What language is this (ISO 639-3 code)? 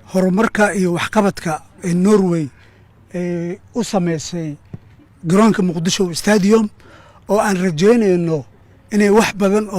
som